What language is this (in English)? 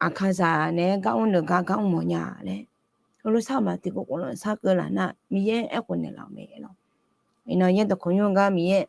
Akha